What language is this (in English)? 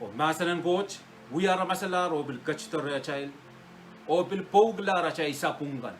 Pohnpeian